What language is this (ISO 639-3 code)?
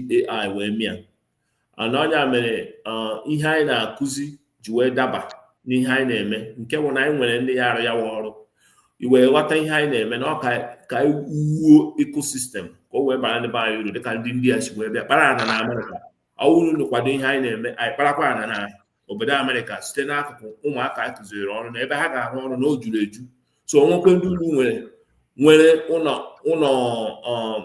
ibo